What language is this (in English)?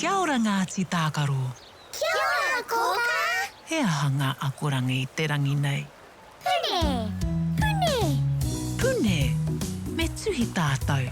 Māori